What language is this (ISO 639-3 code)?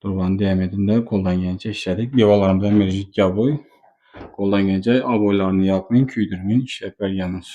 uzb